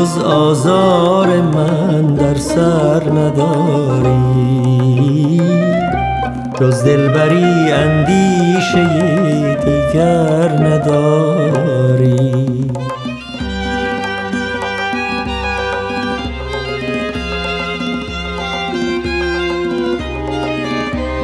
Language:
Persian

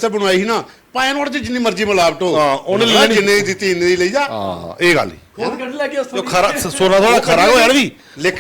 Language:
Dogri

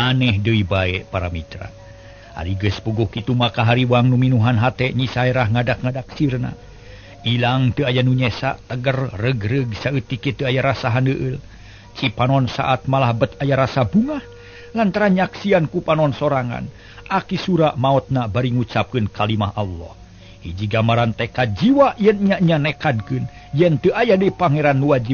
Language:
Sundanese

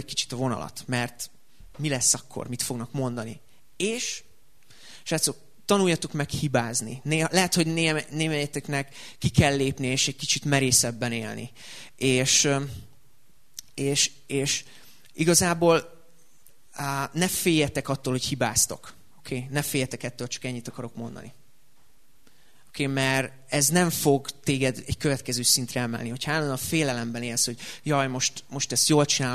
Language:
Hungarian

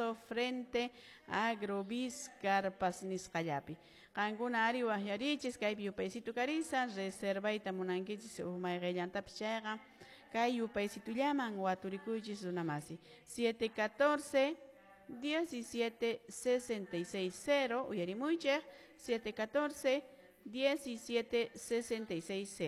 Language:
Quechua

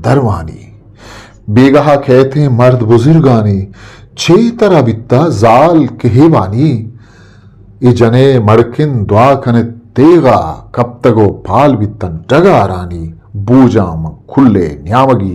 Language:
Eastern Balochi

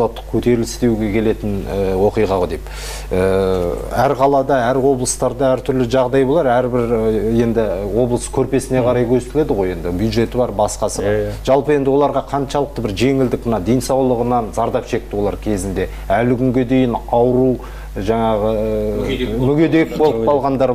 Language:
Kazakh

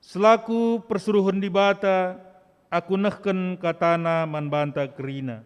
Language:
Batak Karo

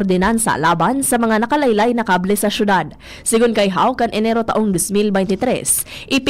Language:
Bikol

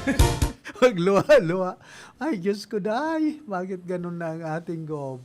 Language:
Bikol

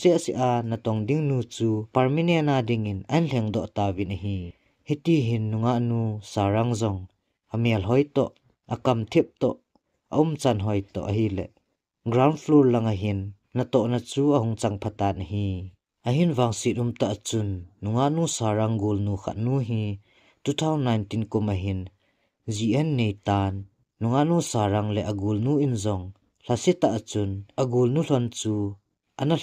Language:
Thado Chin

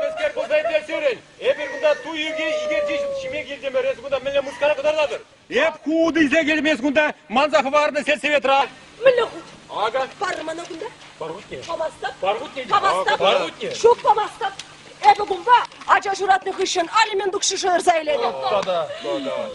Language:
Chuvash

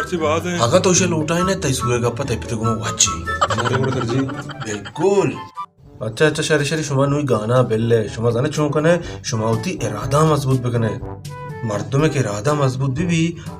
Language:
Baluchi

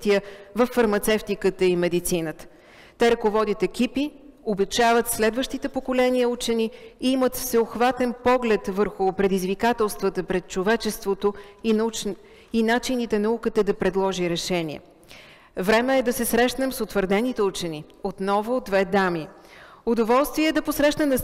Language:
Bulgarian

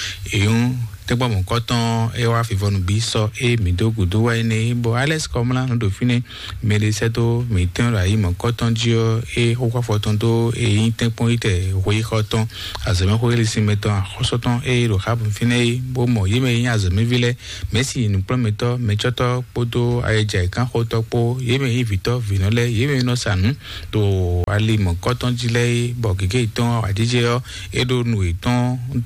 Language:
Fon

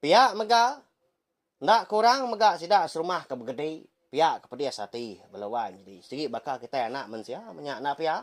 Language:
Iban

